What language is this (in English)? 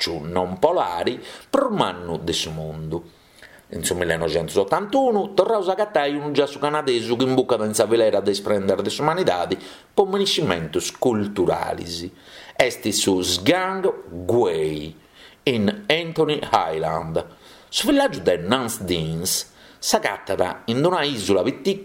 Sardinian